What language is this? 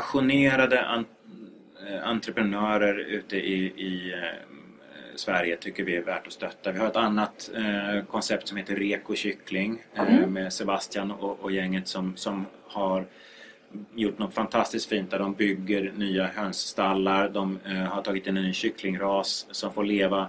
Swedish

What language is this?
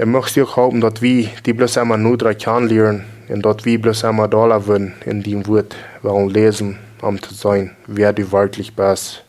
Plautdietsch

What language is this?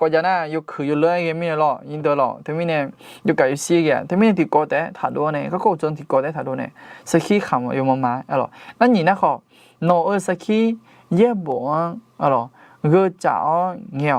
Akha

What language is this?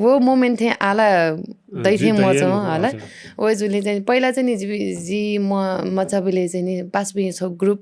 Newari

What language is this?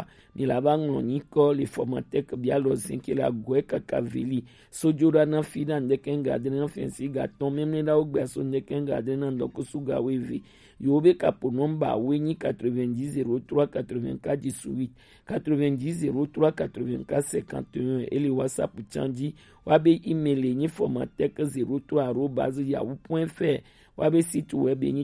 Gen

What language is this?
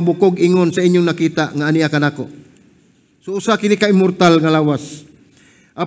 Cebuano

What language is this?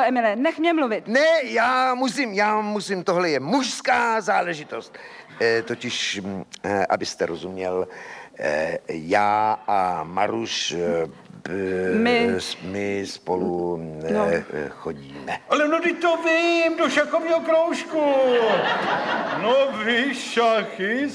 Czech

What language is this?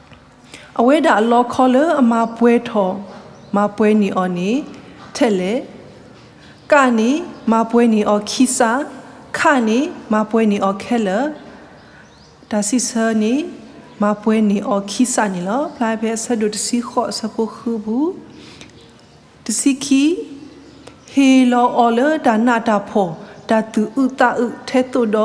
S'gaw Karen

